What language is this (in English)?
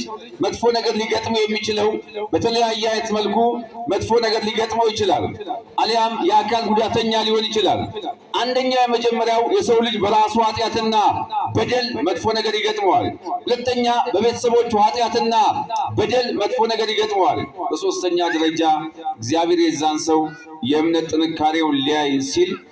Amharic